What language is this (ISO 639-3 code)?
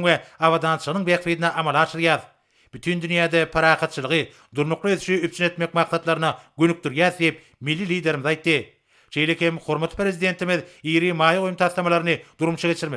tuk